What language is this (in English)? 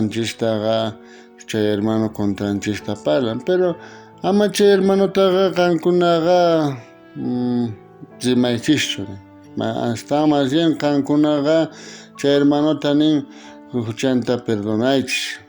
South Bolivian Quechua